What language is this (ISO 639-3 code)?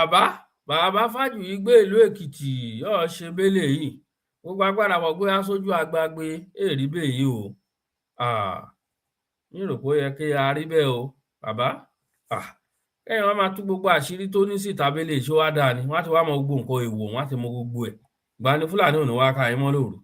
yor